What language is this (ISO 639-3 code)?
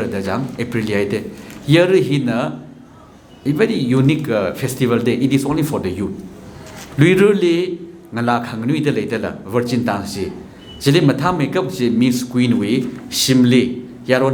nmf